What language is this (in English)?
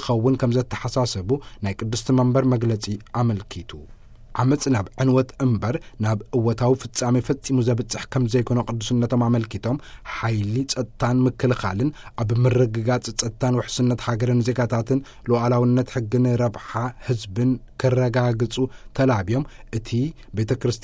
Tigrinya